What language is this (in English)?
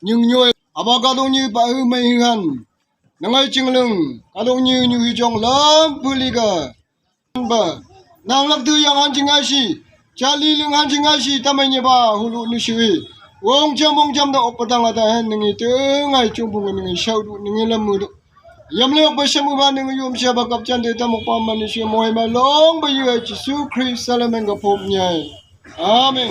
Phom Naga